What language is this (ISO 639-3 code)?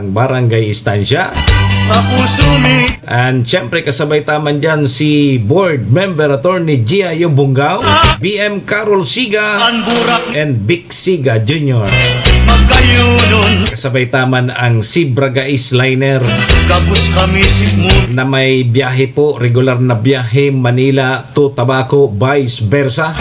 bik